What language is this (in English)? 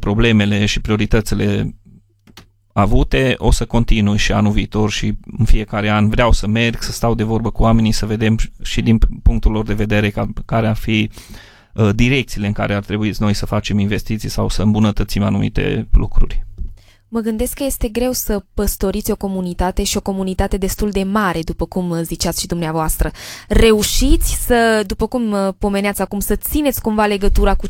Romanian